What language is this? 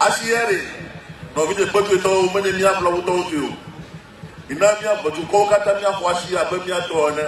Ewe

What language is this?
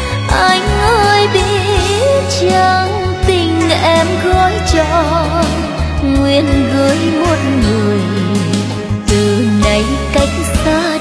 Vietnamese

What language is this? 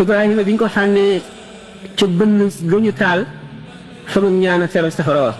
Wolof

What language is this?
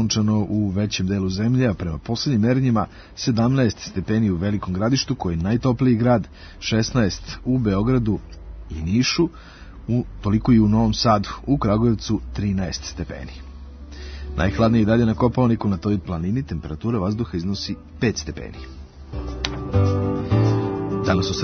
Serbian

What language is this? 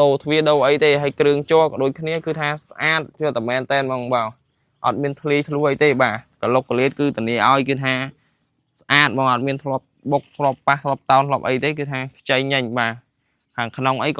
Khmer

